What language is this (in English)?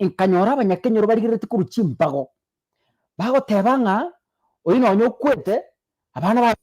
Gusii